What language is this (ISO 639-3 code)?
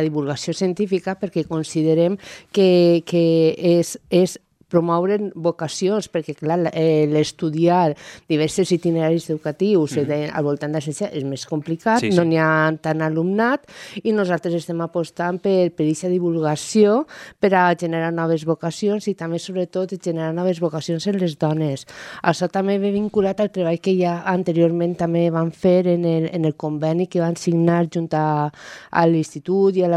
cat